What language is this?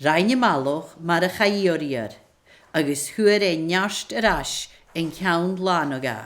Scottish Gaelic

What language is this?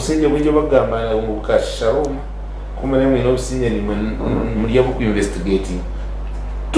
Nyankole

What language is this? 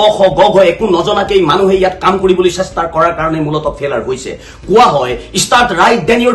Assamese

